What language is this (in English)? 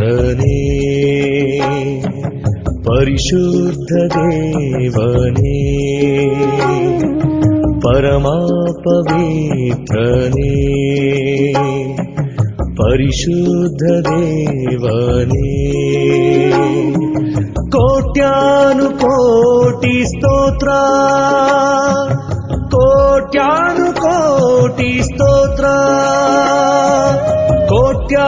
Kannada